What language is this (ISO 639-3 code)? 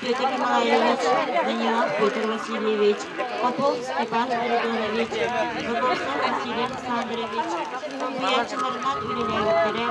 sah